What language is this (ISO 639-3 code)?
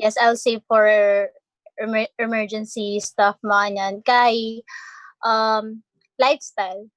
pam